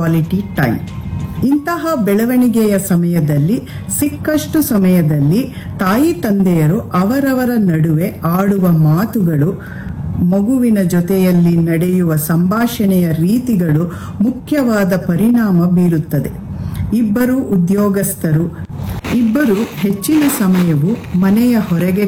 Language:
Kannada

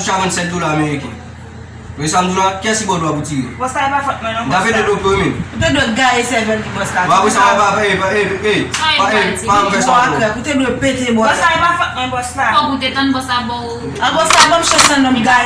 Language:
Haitian Creole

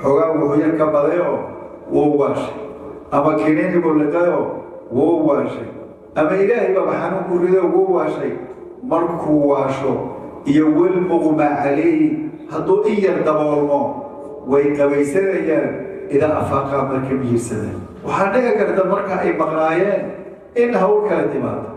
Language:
Somali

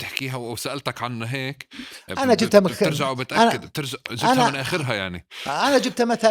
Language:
North Levantine Arabic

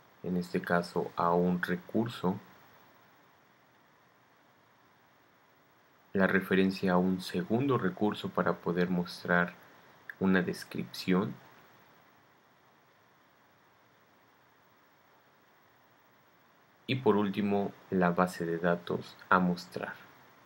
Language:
Spanish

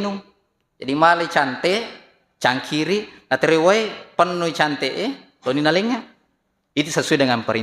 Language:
Buginese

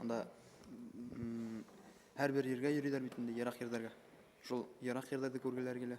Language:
Bashkir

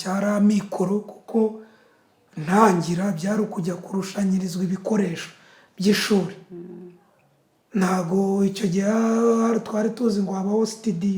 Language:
Kinyarwanda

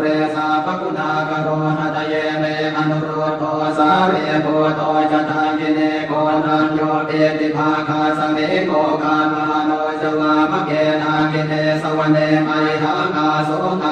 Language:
Pali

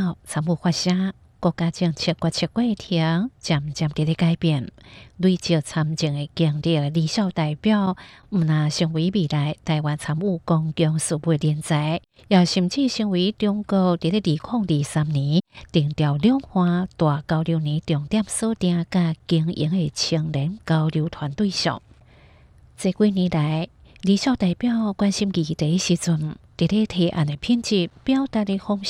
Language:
Hakka Chinese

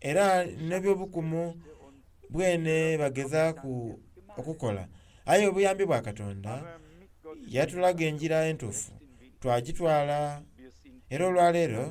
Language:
Soga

